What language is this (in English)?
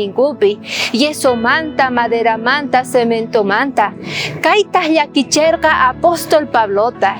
South Bolivian Quechua